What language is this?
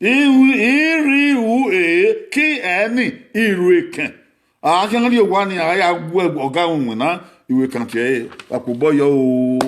Bini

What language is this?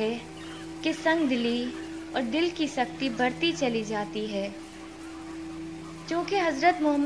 Urdu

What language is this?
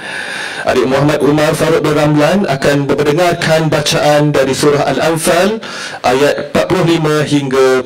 Malay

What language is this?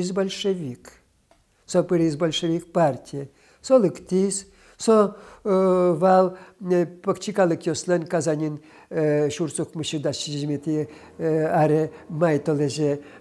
Udmurt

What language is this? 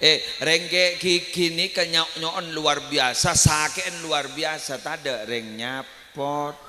Madurese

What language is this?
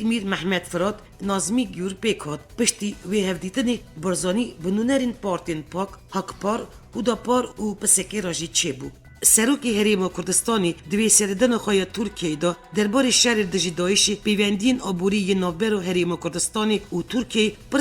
Kurdish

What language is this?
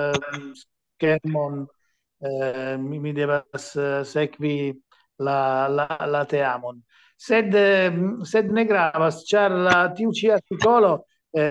Esperanto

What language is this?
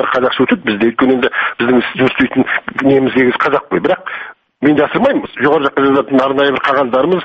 Kazakh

